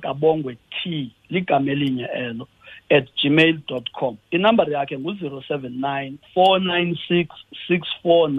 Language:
Xhosa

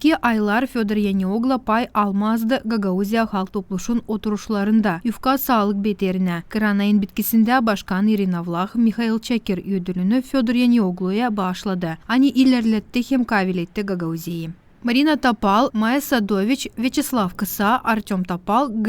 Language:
Gagauz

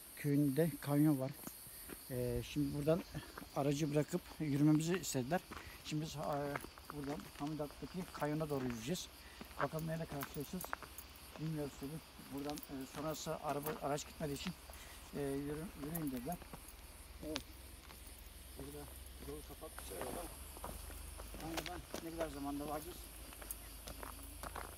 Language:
Turkish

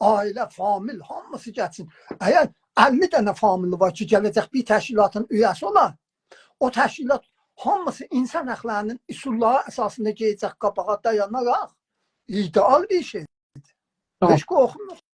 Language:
South Azerbaijani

